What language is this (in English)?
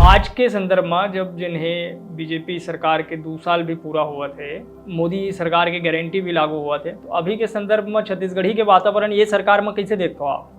Chhattisgarhi